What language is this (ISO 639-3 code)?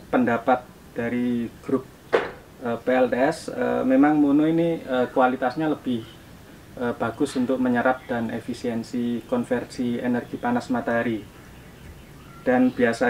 ind